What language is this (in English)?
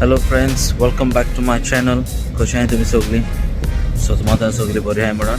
Konkani